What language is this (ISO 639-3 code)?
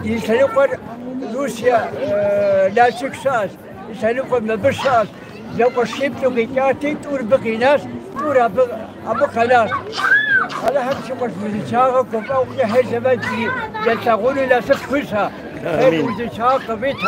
kbd